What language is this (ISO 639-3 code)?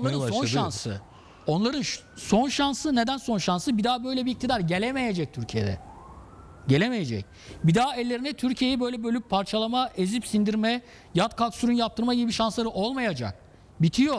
tur